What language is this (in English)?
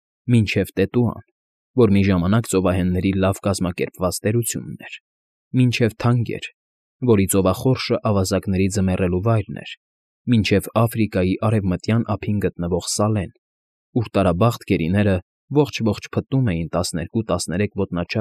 Armenian